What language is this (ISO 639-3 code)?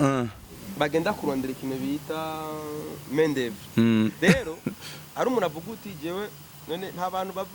run